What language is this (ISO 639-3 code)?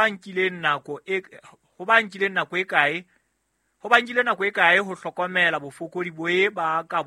sot